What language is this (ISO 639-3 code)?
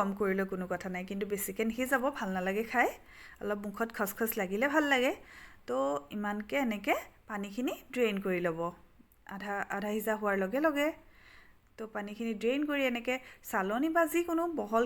asm